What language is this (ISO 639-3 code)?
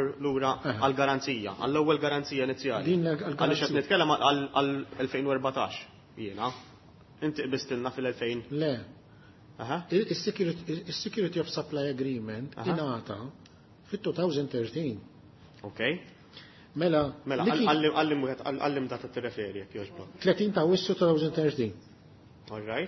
mlt